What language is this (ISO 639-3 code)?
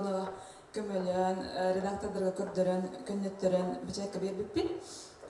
sah